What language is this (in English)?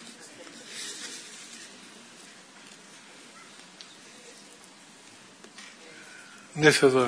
Greek